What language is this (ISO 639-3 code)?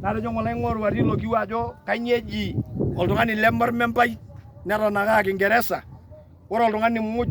mas